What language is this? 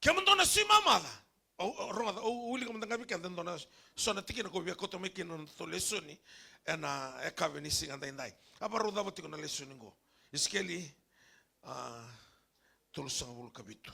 Fijian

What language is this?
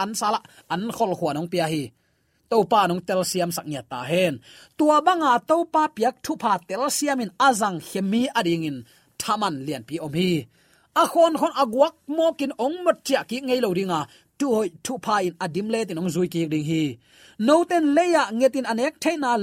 Tedim Chin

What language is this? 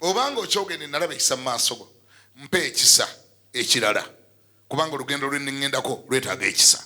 Ganda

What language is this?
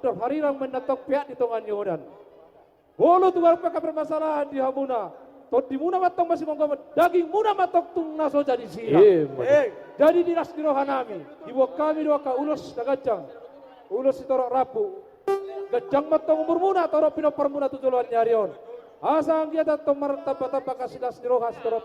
Batak Toba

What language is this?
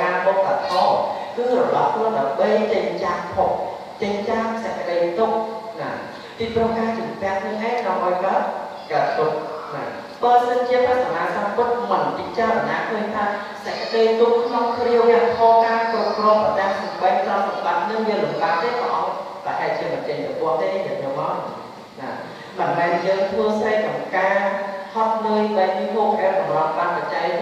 Khmer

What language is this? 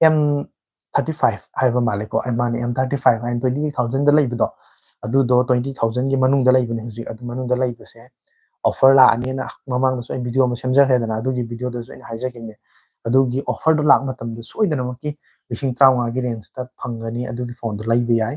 Manipuri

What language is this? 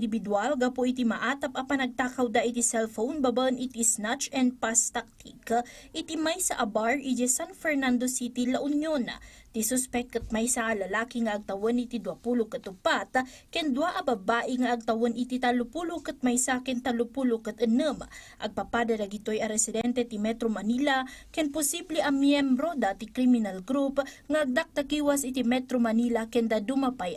Iloko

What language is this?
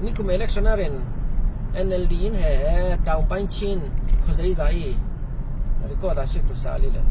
Falam Chin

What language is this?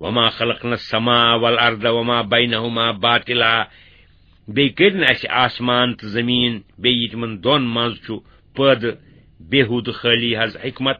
Kashmiri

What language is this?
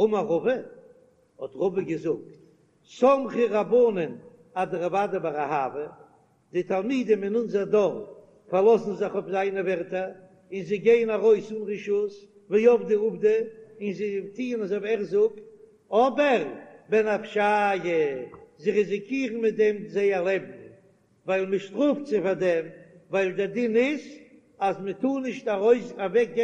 Yiddish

